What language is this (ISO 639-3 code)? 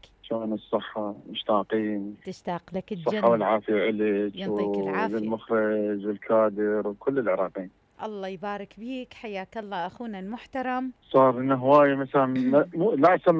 acm